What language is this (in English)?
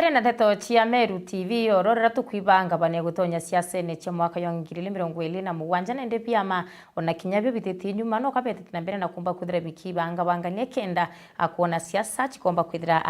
Meru